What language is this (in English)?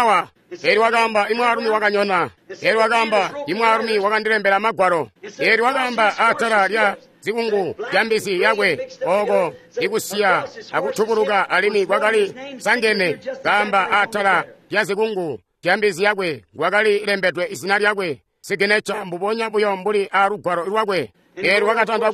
Tonga (Zambia)